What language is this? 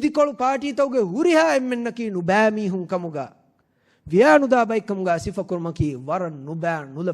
Divehi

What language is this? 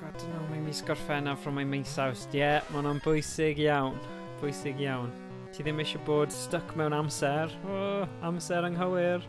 Welsh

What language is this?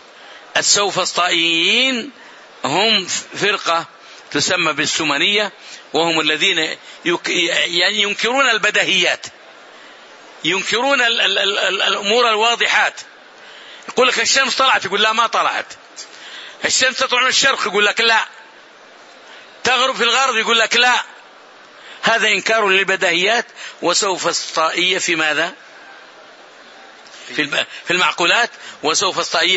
Arabic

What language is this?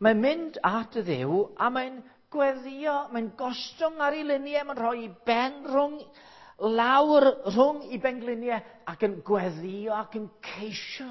Welsh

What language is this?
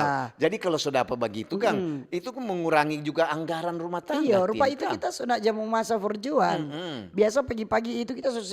Manado Malay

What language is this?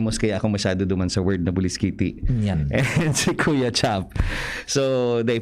Bikol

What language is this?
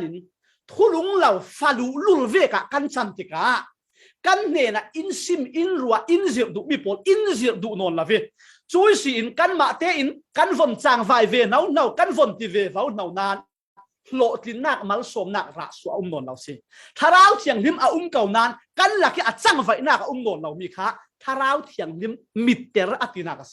Falam Chin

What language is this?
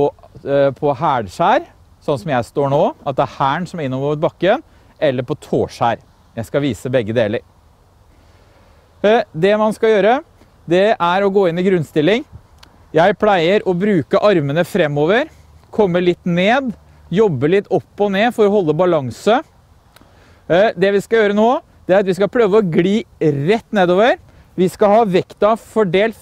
Norwegian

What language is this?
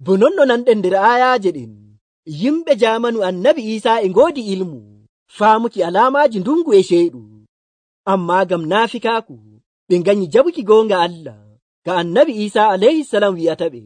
Nigerian Fulfulde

